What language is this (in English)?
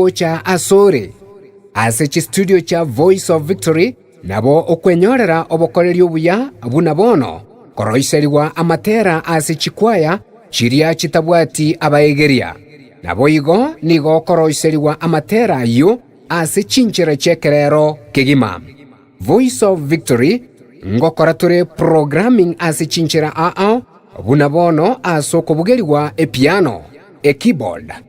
Gusii